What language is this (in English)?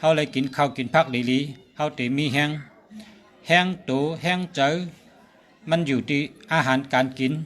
Shan